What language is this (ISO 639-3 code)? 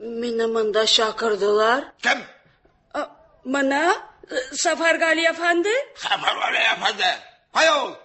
tat